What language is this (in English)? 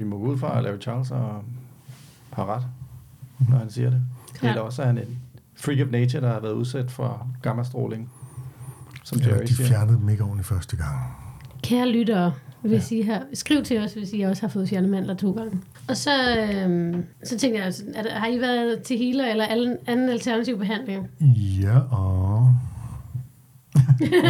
Danish